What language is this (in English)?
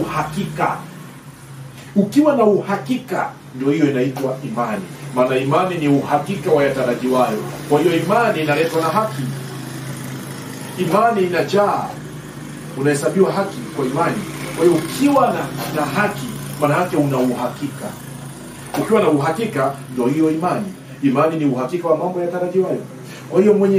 Swahili